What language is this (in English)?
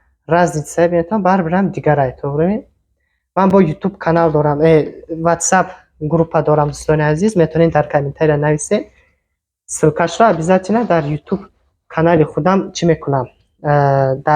Tajik